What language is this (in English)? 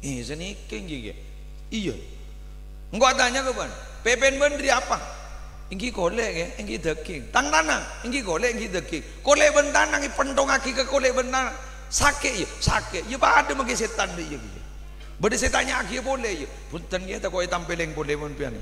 Madurese